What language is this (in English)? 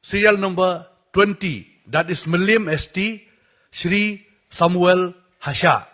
Khasi